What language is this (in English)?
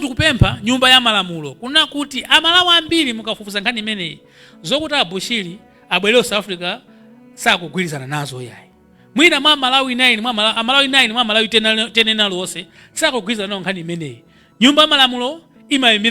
Nyanja